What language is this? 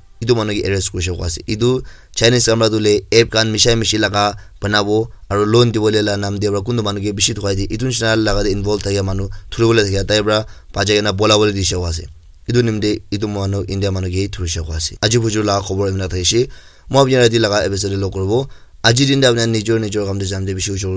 Naga Pidgin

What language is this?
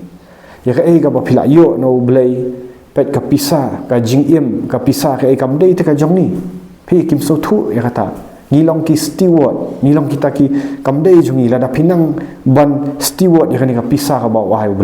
Khasi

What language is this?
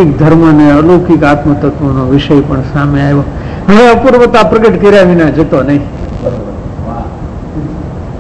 Gujarati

